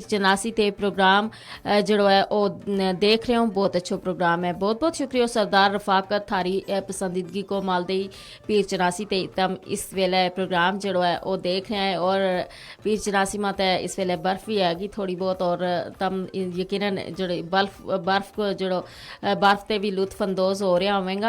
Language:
Gujari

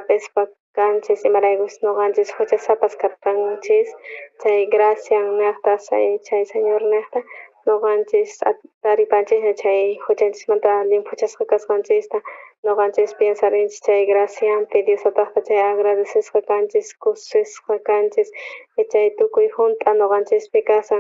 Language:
South Bolivian Quechua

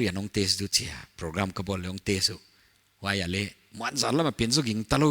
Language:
Paite Chin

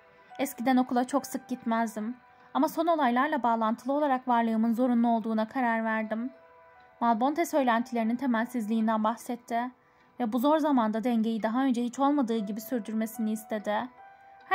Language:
Turkish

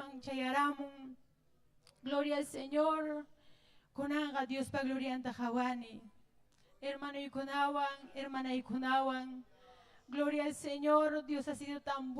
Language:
Ayacucho Quechua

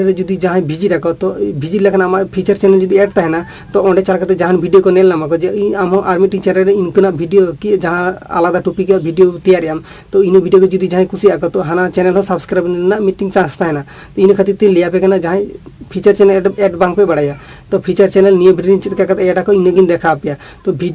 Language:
Santali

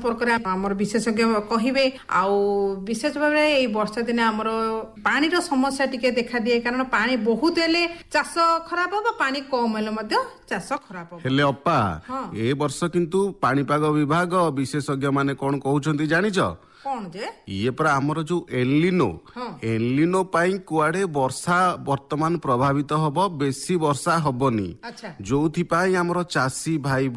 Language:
Odia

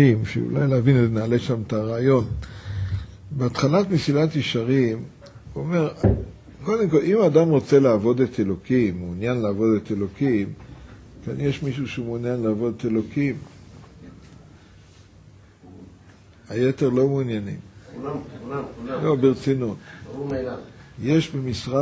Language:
Hebrew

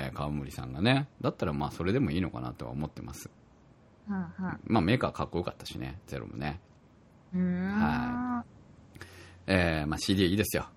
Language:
Japanese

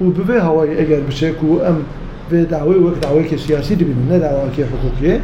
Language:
Kurdish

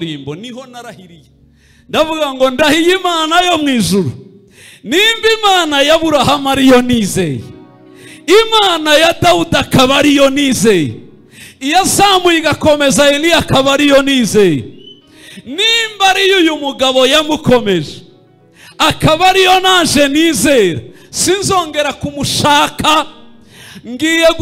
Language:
Kinyarwanda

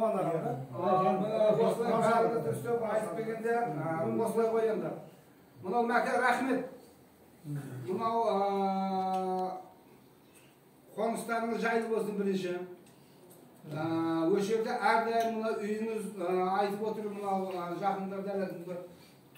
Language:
Kazakh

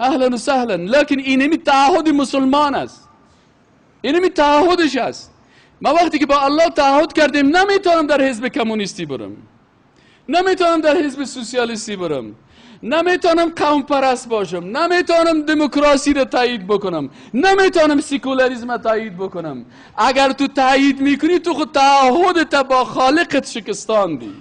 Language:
Persian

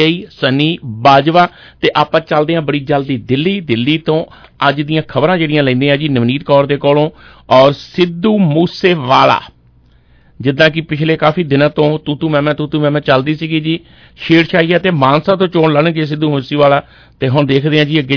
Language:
Punjabi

